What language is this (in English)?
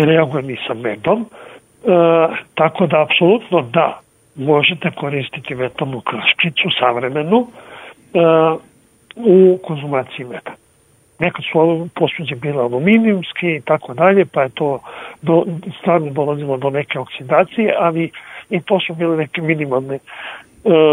Serbian